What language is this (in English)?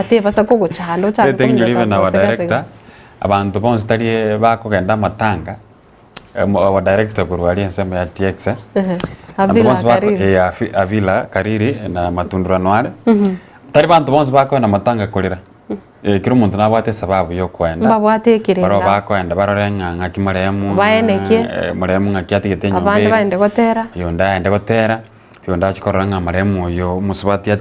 Gusii